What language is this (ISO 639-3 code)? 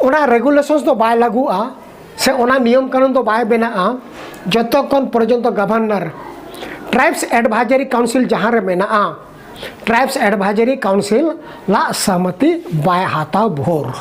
sat